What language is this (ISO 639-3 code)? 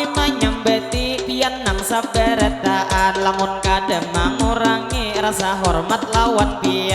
bjn